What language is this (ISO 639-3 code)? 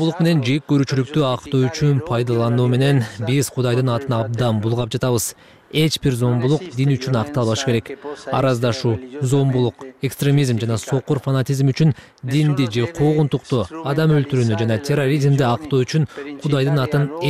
kir